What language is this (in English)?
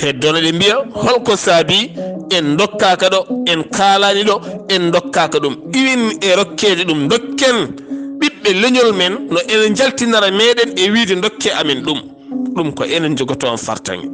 Fula